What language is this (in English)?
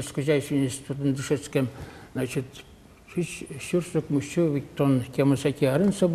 Udmurt